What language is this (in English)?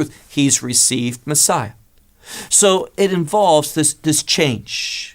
English